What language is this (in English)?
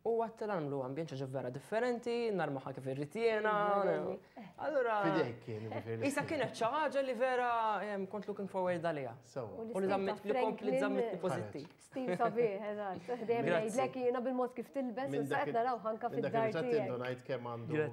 Maltese